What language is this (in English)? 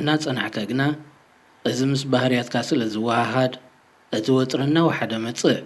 Tigrinya